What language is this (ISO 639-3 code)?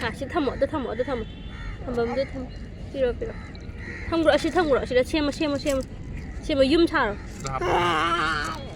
mni